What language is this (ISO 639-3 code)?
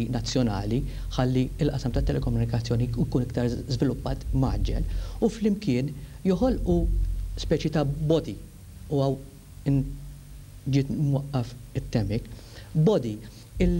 mlt